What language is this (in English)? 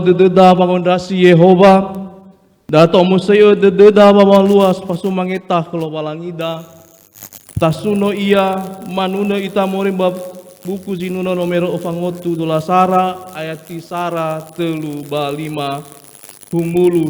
Nias